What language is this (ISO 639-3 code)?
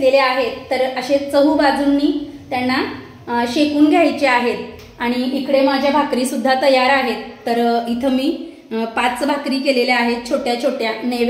mar